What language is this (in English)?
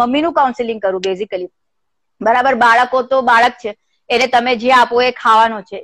Gujarati